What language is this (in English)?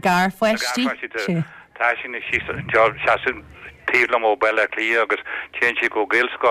Irish